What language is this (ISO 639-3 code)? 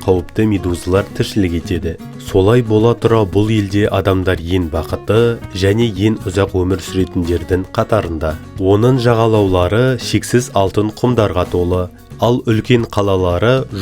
kaz